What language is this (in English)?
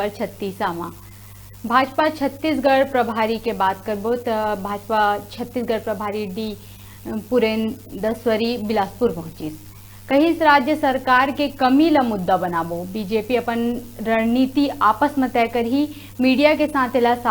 Chhattisgarhi